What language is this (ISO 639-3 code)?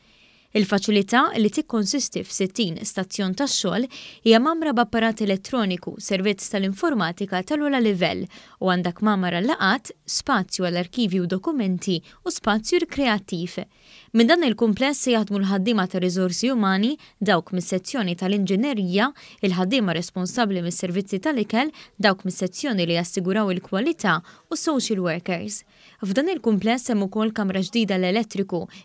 mlt